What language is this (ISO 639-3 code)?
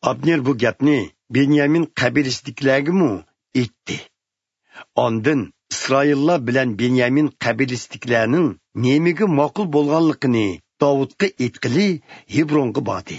uig